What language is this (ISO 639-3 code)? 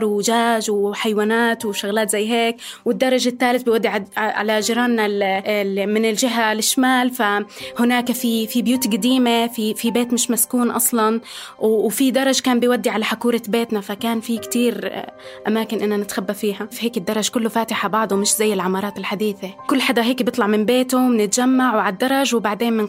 apc